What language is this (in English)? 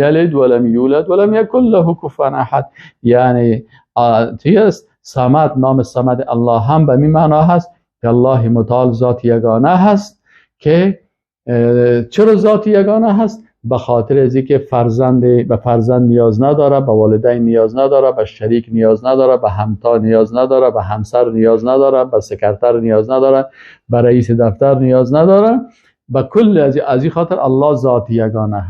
Persian